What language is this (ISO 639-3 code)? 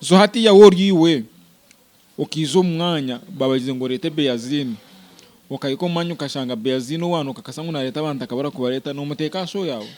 nyn